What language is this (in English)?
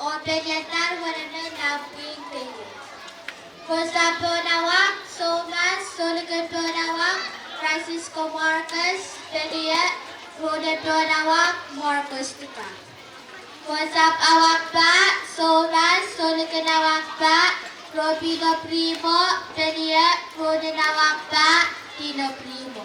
Pohnpeian